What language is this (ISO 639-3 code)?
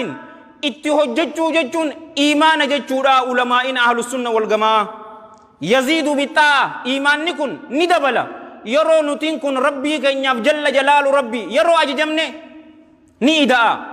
orm